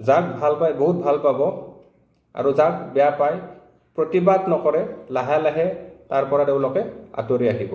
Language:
Assamese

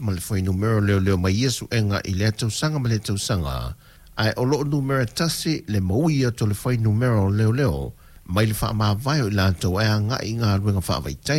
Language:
Samoan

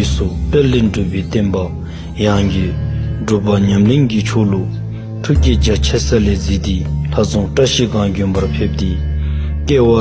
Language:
Dzongkha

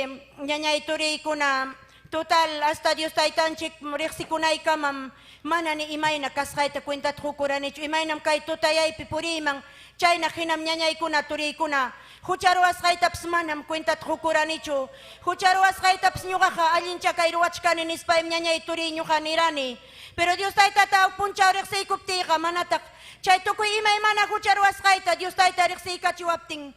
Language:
Ayacucho Quechua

